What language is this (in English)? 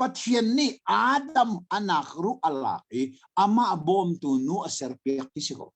Hakha Chin